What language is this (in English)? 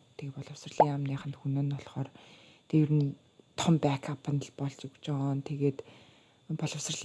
Mongolian